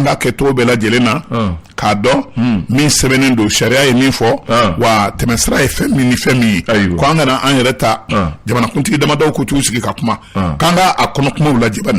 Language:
Bambara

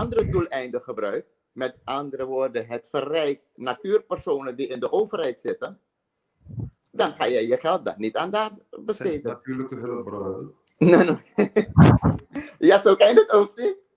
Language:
Dutch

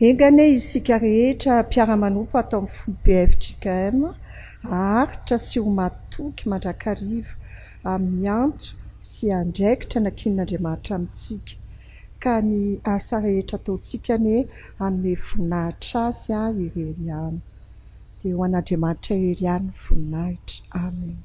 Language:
Malagasy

